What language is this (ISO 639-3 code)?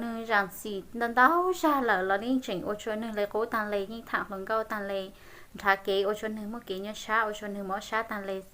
hmn